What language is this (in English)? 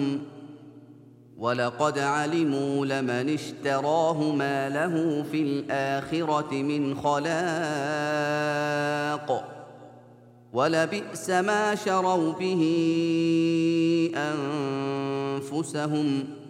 Arabic